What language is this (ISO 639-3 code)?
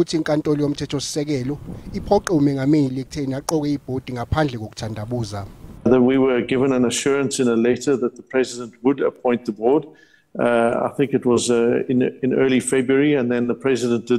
zul